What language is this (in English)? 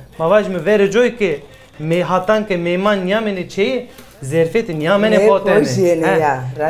Zaza